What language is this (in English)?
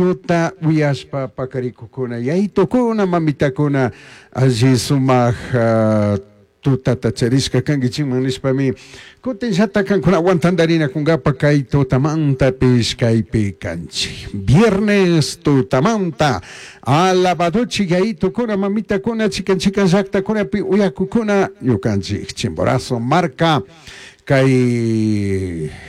Chimborazo Highland Quichua